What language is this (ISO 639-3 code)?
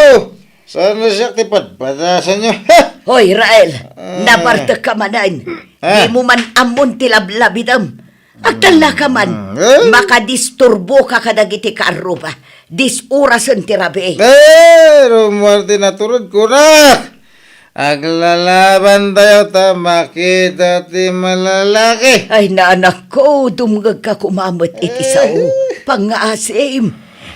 ilo